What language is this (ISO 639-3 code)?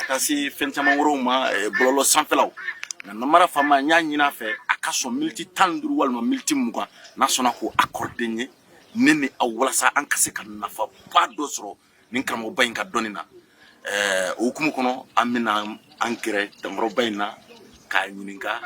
bam